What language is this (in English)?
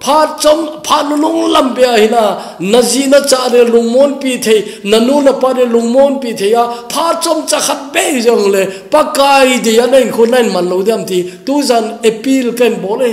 Thado Chin